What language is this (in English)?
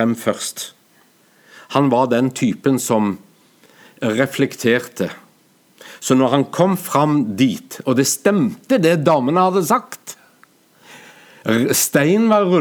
Norwegian